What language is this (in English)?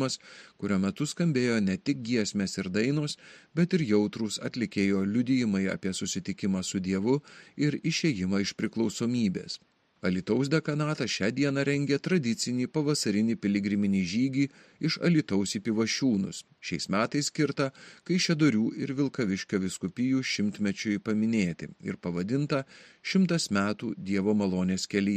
Lithuanian